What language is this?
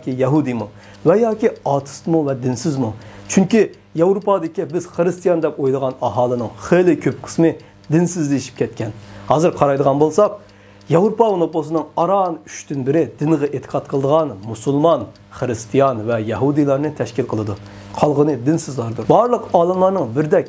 Uyghur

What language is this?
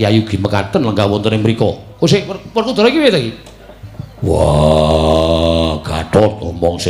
Javanese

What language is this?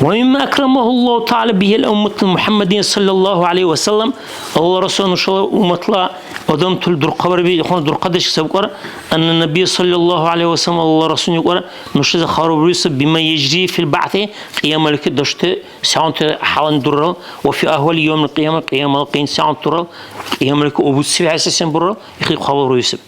Dargwa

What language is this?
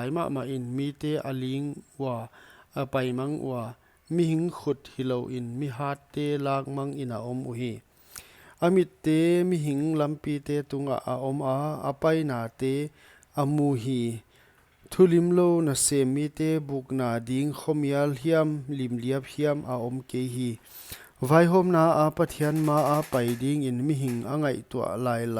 Paite Chin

